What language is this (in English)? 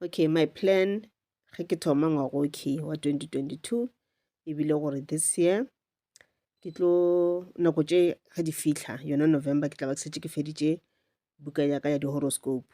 Northern Sotho